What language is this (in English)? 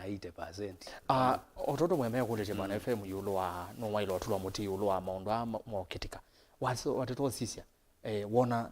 Kamba